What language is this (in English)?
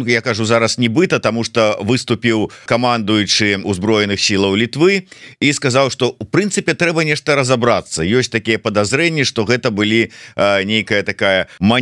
Belarusian